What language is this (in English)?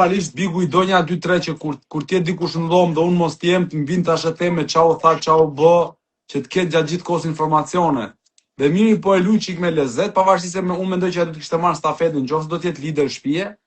Albanian